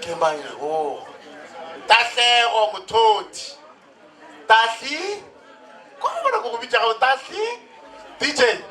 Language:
Northern Sotho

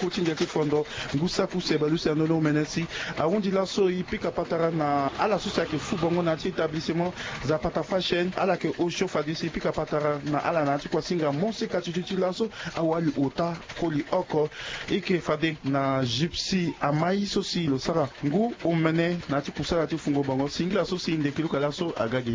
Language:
Sango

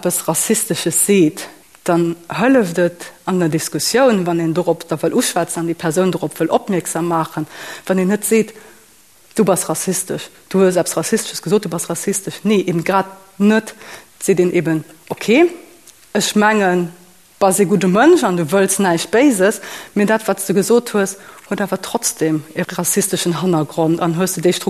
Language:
Luxembourgish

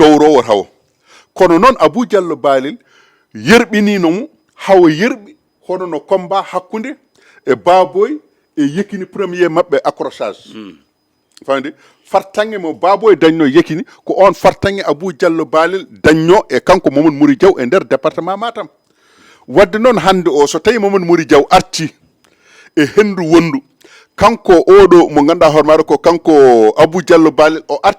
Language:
Fula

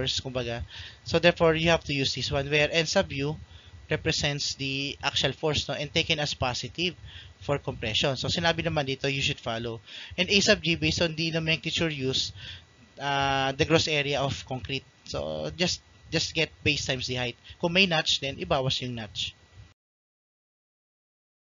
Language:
Filipino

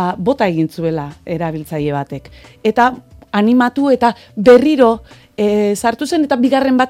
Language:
Basque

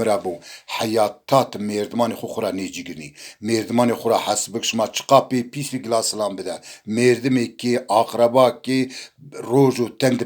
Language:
Zaza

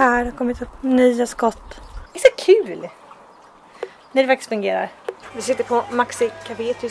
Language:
Swedish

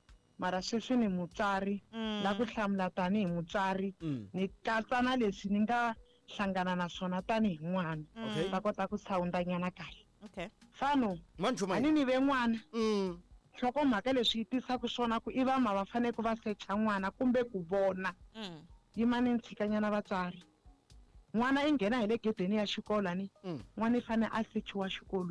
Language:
Tsonga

